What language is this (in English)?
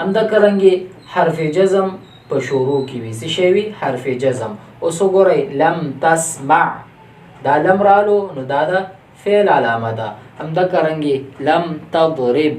Pashto